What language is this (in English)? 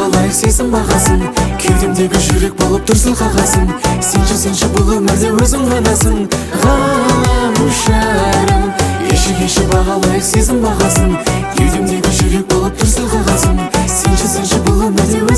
Kazakh